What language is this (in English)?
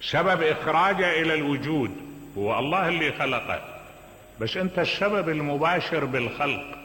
Mesopotamian Arabic